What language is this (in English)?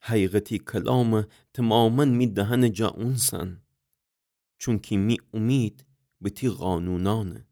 Gilaki